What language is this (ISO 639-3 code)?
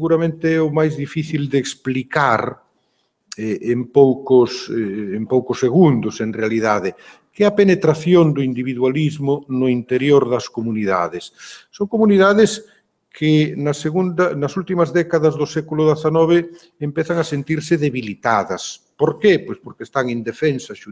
glg